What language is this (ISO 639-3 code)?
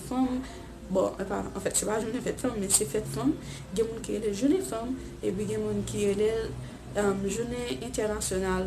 hat